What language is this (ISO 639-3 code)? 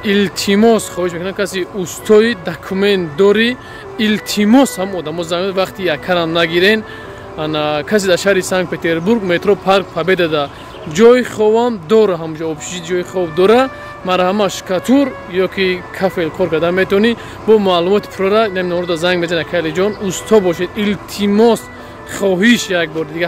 tgk